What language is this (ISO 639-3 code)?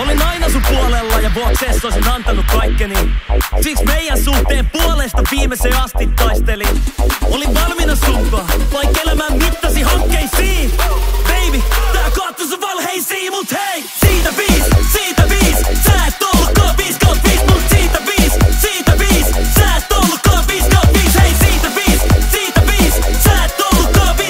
fin